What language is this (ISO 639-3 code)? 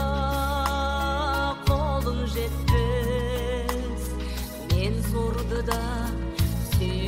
kaz